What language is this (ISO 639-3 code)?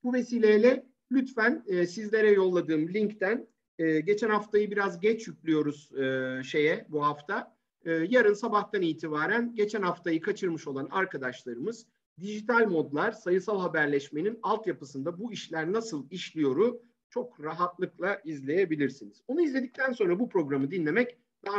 tur